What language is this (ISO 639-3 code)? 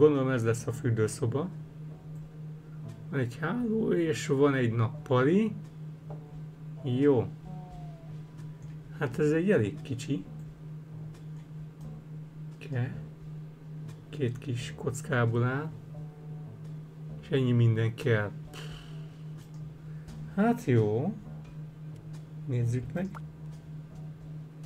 hun